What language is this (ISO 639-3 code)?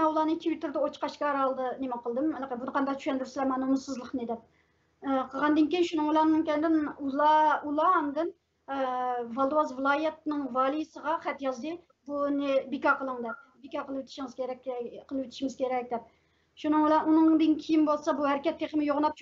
uig